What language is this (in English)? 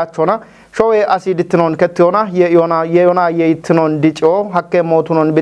Kafa